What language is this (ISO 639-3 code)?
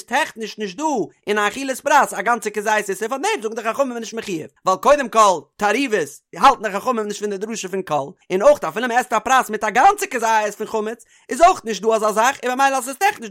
yid